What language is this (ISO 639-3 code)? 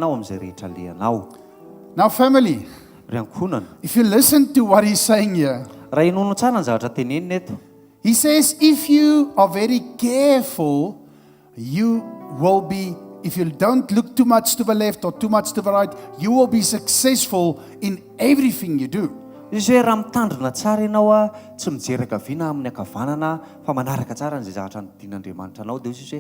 mlg